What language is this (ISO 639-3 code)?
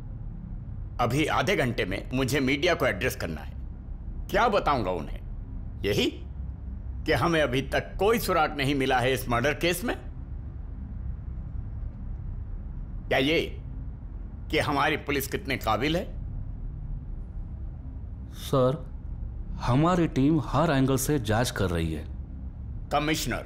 hin